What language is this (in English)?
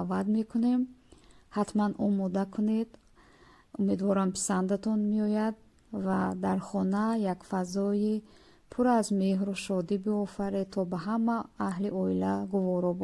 Tajik